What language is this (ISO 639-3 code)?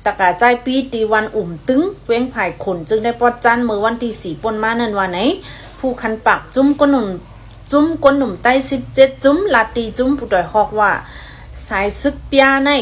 shn